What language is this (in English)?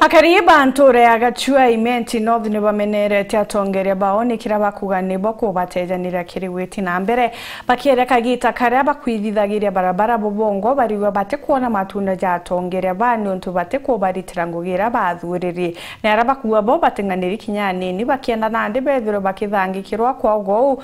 Meru